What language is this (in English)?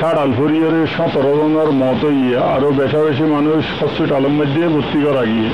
Rohingya